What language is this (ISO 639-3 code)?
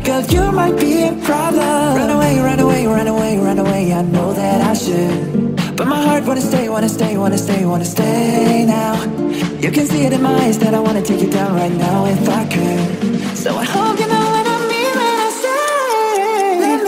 eng